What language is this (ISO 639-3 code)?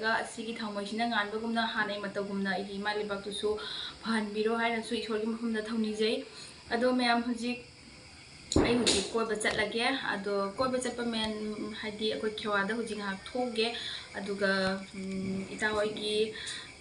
mni